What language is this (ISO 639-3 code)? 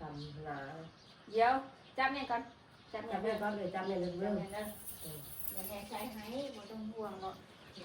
tts